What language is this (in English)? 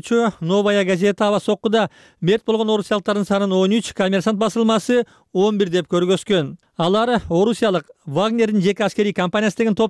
Kyrgyz